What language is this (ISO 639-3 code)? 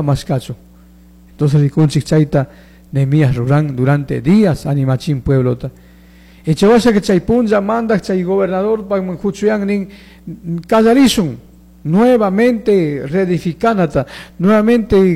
qug